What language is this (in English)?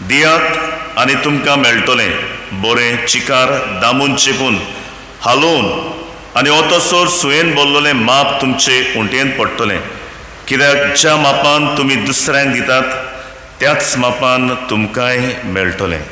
Konkani